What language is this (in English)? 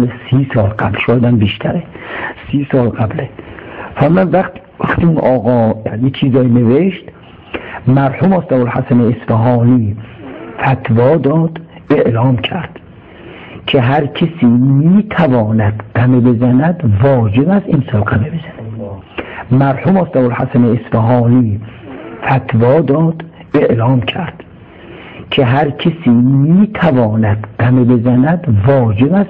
Tajik